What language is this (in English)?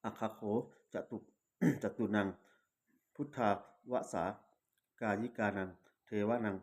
Pali